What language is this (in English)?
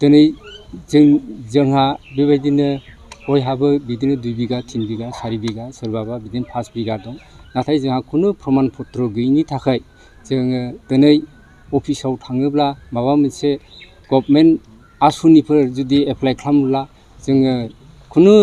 Bodo